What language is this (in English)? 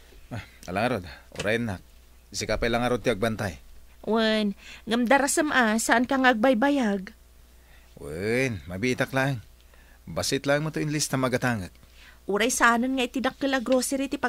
Iloko